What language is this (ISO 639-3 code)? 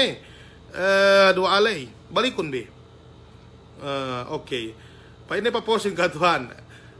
yka